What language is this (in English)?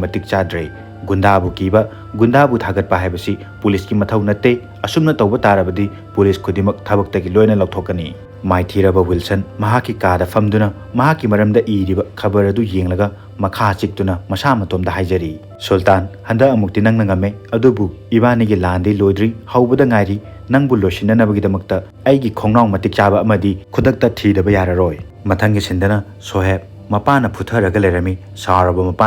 Manipuri